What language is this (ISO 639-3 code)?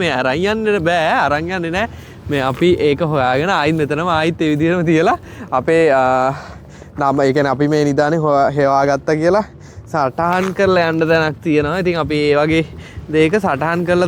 sin